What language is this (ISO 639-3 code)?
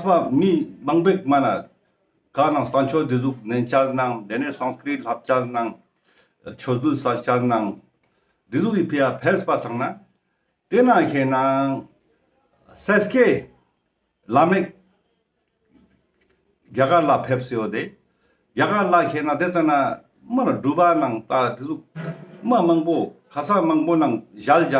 lbj